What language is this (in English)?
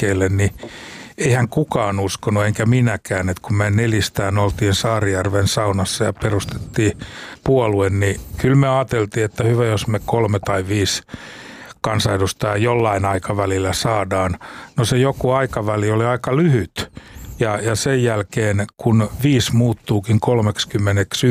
Finnish